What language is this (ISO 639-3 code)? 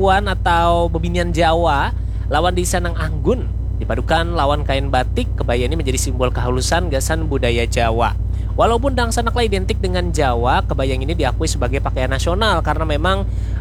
bjn